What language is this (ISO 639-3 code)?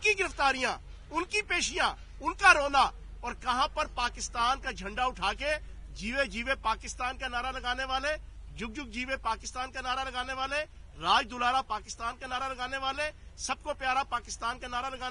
urd